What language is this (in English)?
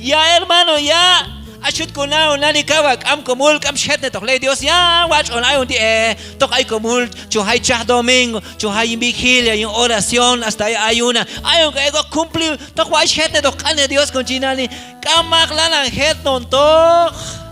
Q'anjob'al